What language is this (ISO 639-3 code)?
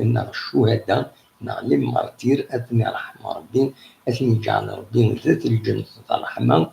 kab